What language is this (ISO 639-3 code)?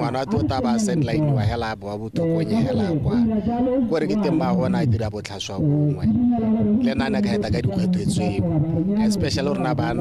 tsn